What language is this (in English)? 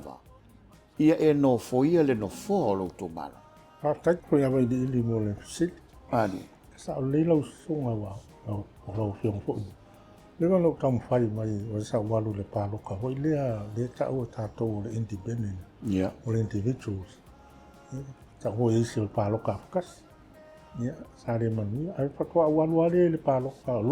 Samoan